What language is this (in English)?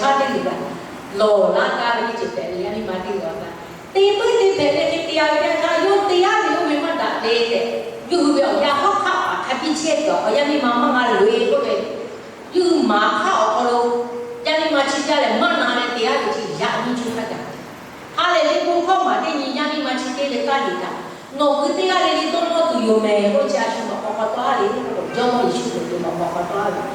Lahu